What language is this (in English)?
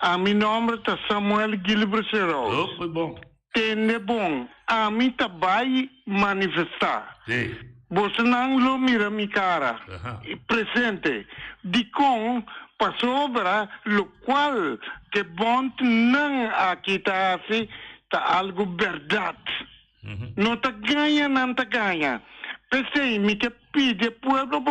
Papiamento